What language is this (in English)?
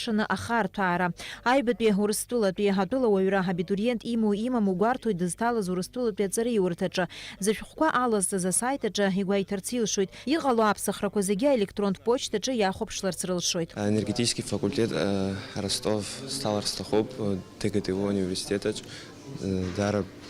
Abkhazian